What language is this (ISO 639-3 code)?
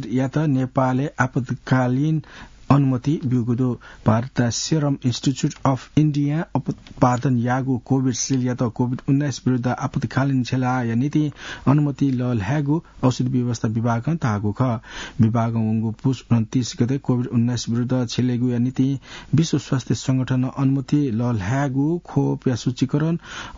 new